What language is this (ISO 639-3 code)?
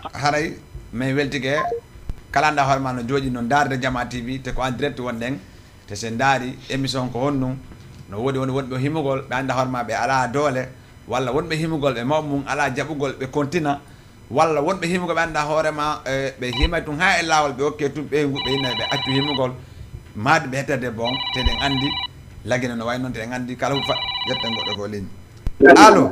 ful